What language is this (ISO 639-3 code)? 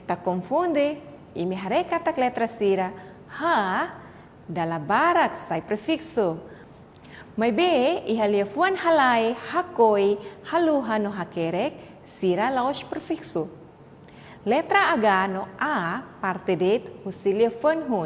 tet